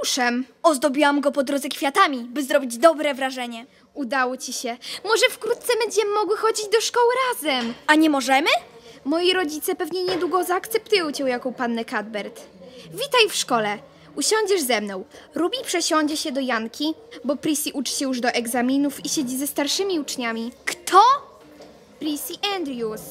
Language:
Polish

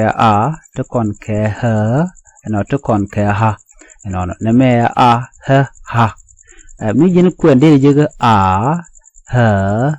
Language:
Nuer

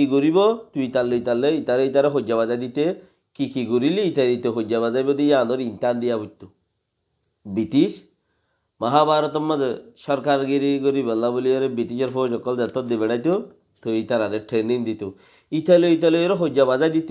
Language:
Rohingya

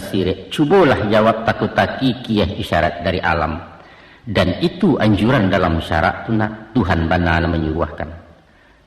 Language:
Minangkabau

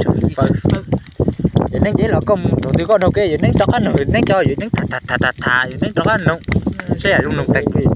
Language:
Hmong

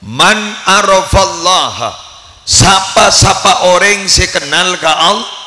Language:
Madurese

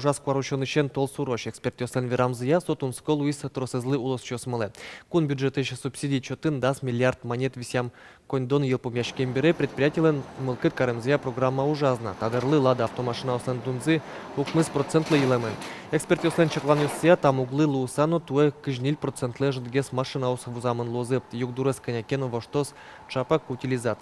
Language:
Udmurt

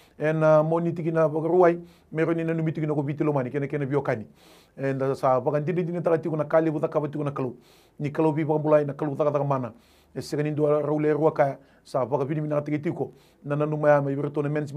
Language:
Fijian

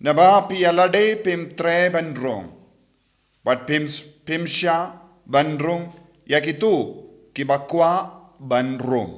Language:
Khasi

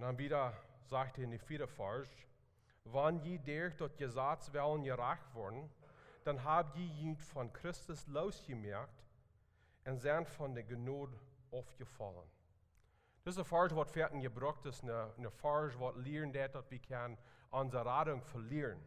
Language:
Plautdietsch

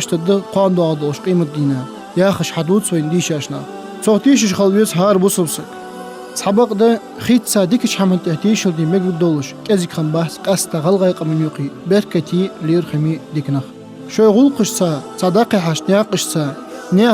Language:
Ingush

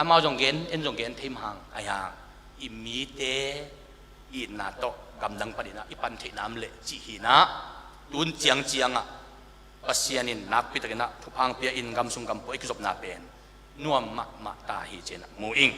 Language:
Tedim Chin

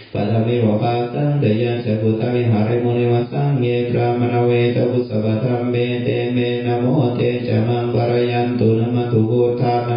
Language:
Pali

